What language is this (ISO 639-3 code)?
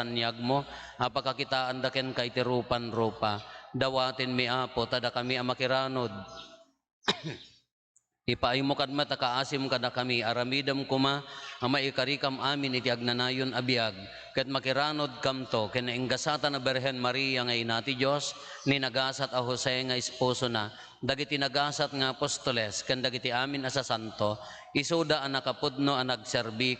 ilo